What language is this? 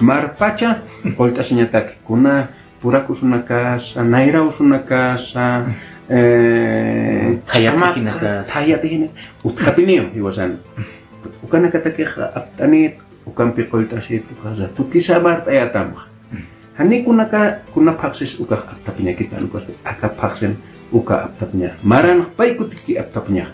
Aymara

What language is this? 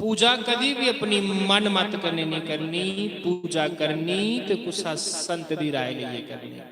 Dogri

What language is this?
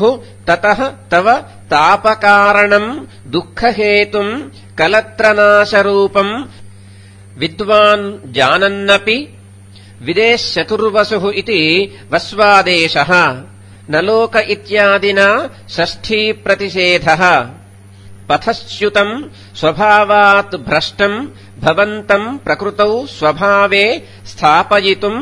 Sanskrit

